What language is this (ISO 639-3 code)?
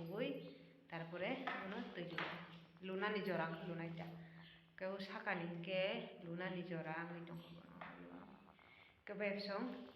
trp